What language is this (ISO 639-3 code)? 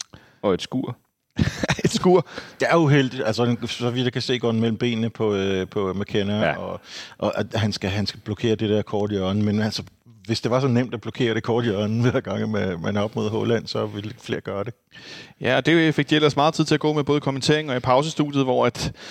dan